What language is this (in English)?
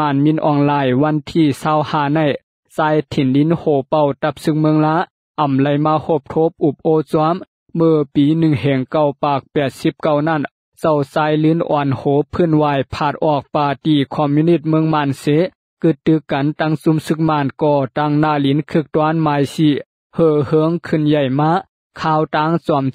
Shan